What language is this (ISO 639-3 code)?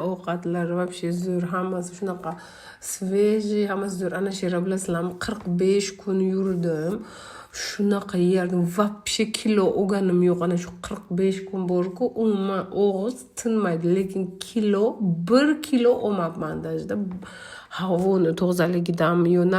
uzb